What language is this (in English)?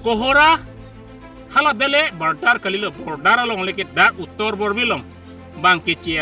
Karbi